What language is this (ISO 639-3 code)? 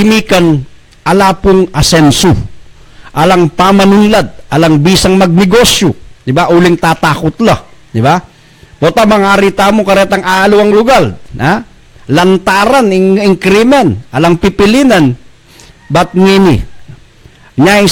pam